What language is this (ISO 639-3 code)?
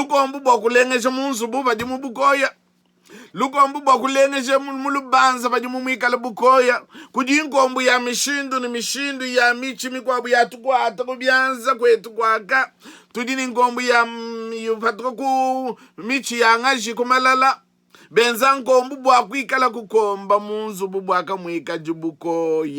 lua